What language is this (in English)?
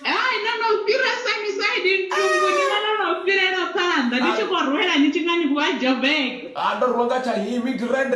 Venda